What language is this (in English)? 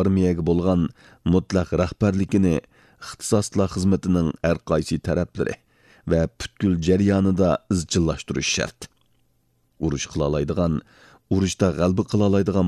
Uyghur